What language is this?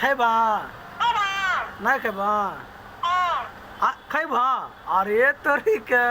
Maithili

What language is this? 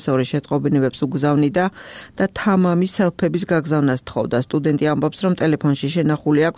Georgian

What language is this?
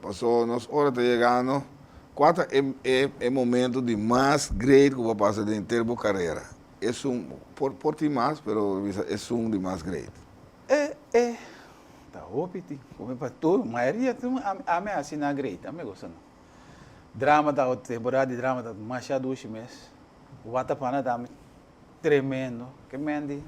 Papiamento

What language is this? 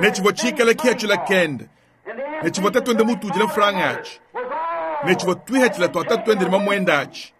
Luba-Lulua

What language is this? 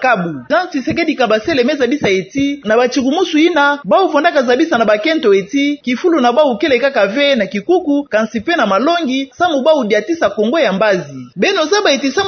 Kituba (Democratic Republic of Congo)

